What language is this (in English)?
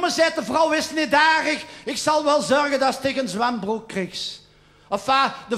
Limburgish